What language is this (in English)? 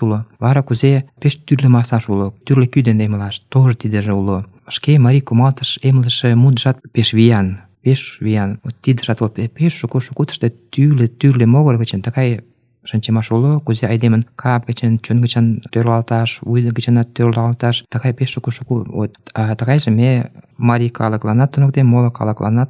Mari